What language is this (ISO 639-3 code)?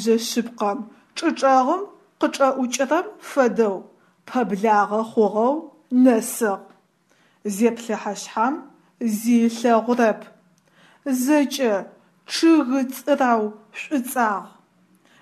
ady